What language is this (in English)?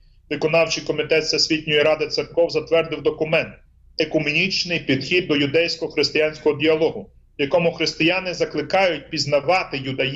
Ukrainian